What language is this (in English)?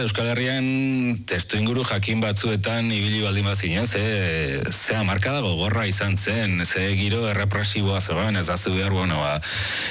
Basque